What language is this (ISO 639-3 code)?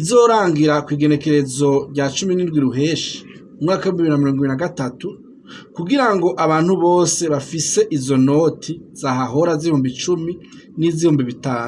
run